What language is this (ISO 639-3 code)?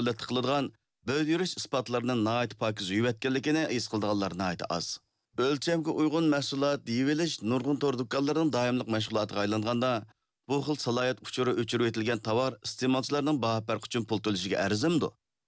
uig